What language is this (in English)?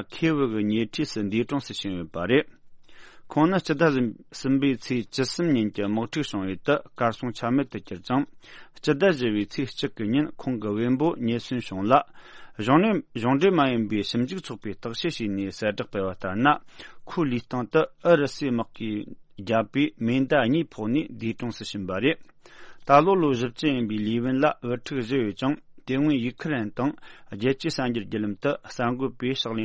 Tibetan